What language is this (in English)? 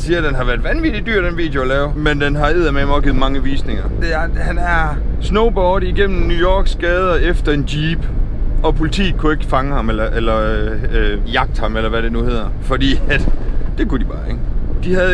Danish